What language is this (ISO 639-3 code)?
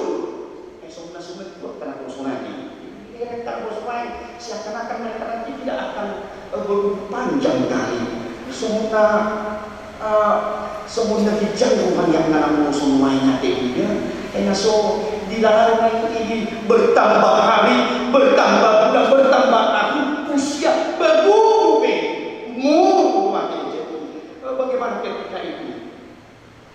bbc